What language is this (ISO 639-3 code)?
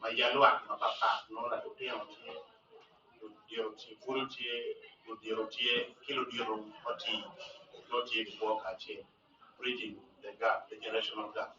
ach